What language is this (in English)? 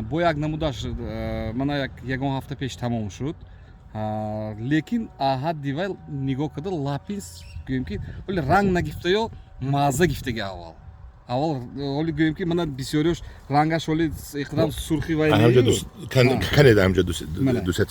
Tajik